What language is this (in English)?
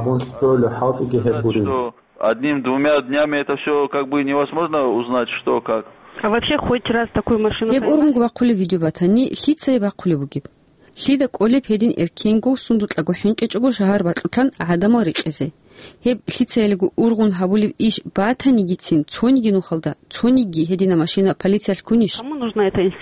Avaric